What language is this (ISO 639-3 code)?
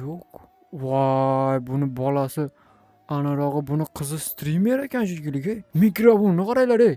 uzb